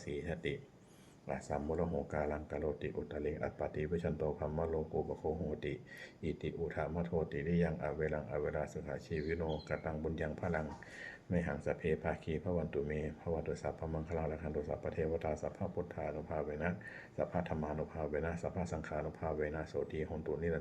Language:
Pali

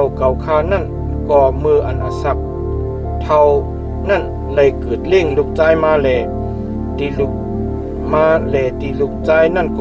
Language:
Shan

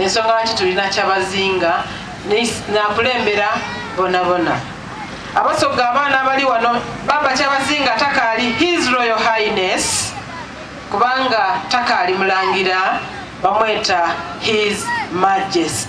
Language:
Soga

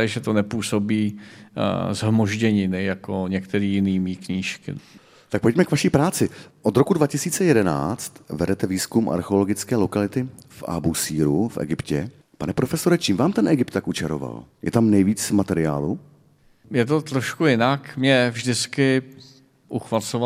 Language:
Czech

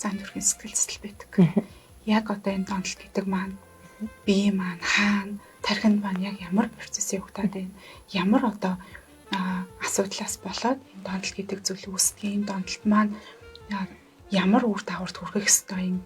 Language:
Mongolian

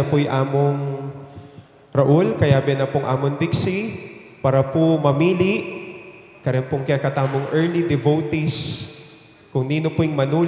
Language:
Pampanga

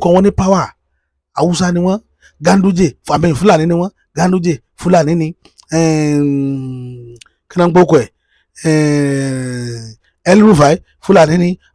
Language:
Yoruba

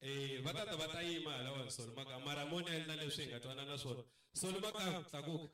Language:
Tsonga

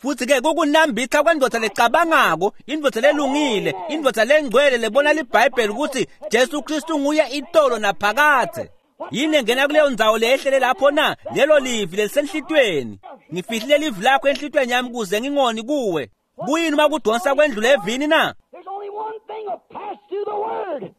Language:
Swati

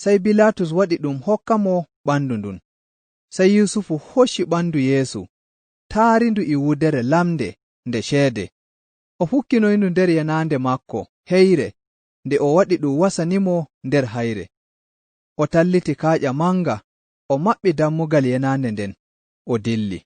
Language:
Nigerian Fulfulde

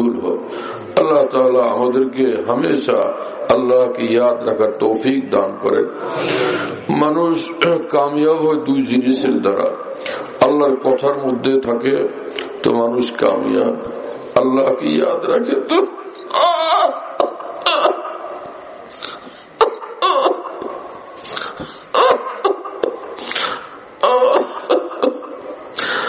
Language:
Bangla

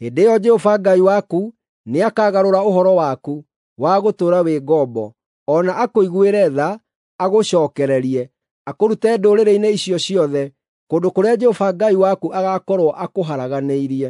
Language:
Kikuyu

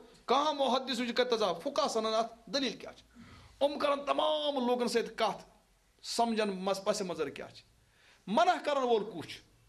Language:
Kashmiri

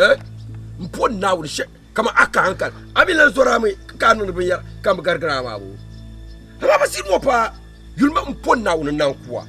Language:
Dagbani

